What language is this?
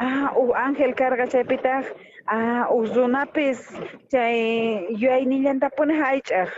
South Bolivian Quechua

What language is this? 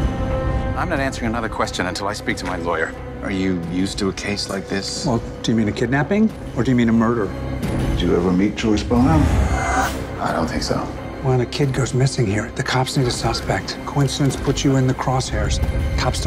English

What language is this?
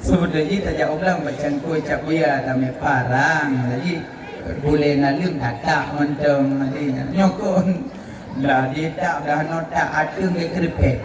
Achinese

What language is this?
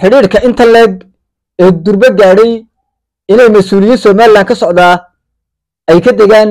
Somali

